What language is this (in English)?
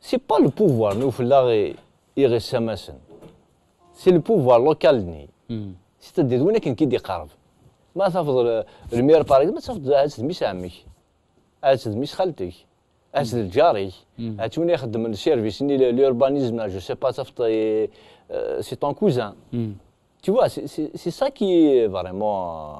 Kabyle